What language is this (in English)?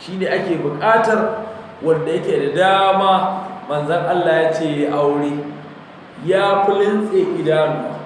Hausa